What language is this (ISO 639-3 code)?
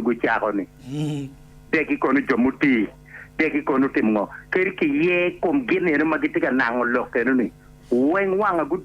ach